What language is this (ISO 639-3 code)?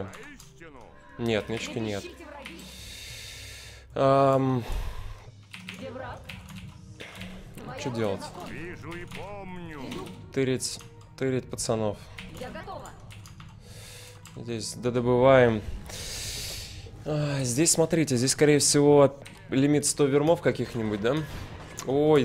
rus